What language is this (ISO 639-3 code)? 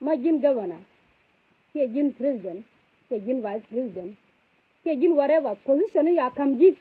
nus